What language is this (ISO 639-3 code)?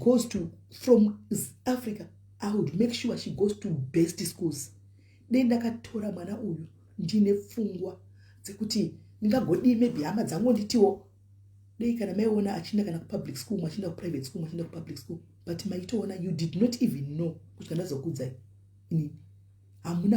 sna